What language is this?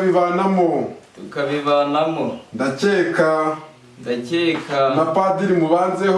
Kinyarwanda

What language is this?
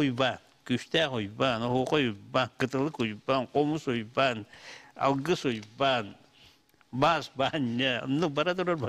Yakut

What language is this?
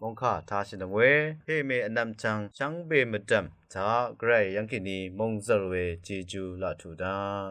Rawang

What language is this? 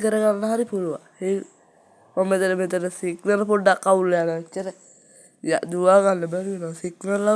Sinhala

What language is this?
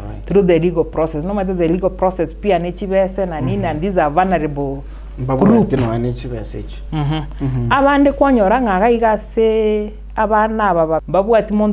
Gusii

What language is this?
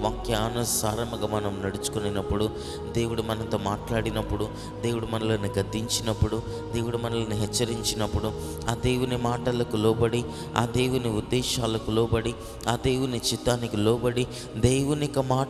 Telugu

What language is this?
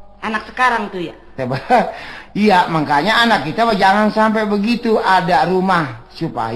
Betawi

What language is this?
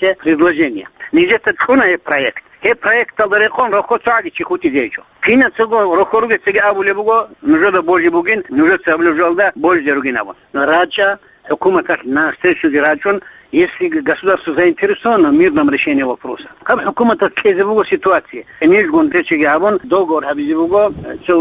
Avaric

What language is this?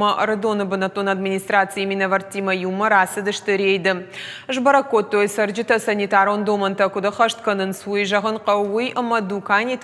Ossetic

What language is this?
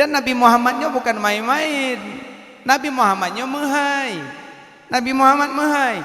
Achinese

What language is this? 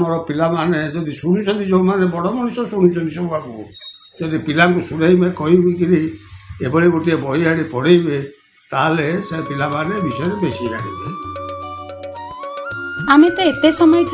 Odia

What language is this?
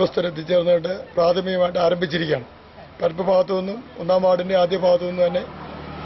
Malayalam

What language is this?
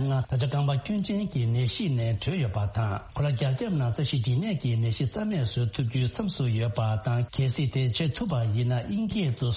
Tibetan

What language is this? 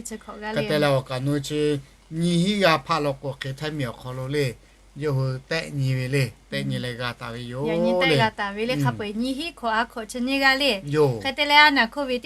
Lahu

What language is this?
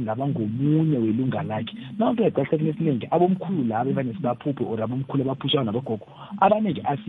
South Ndebele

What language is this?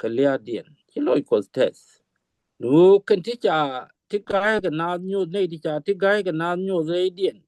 Nuer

